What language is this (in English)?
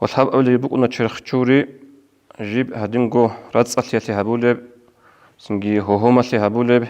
Avaric